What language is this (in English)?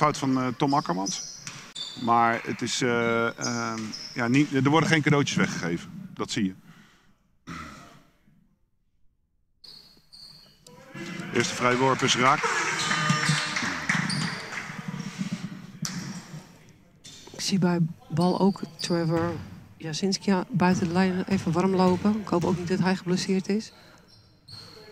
Dutch